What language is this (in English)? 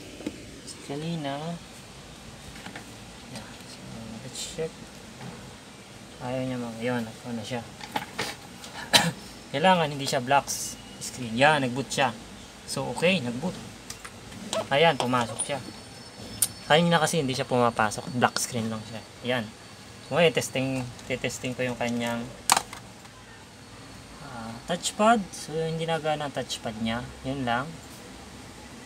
Filipino